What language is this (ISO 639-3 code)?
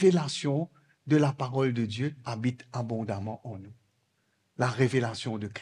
mfe